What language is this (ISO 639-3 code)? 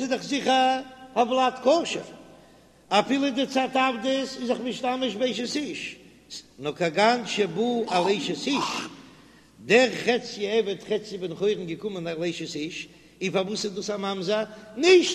yid